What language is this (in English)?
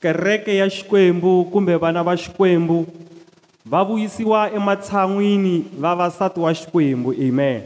Tsonga